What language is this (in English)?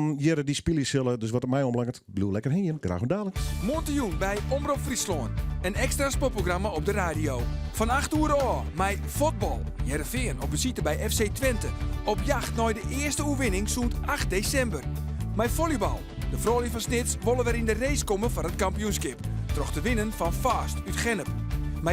Western Frisian